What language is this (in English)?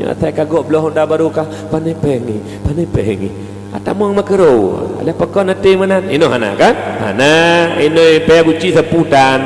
Achinese